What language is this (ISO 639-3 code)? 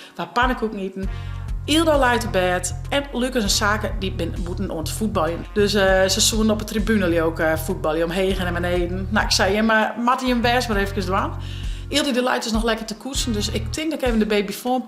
fry